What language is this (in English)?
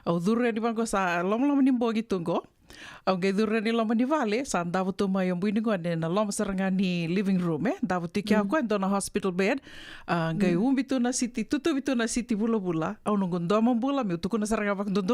Fijian